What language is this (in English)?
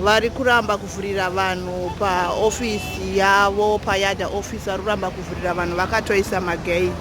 Shona